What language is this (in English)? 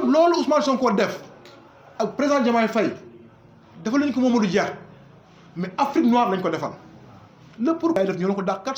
Wolof